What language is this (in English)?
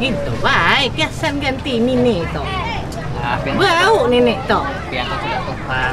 Banjar